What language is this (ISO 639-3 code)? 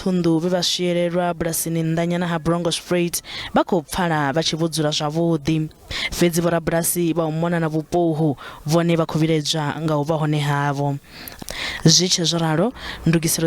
ven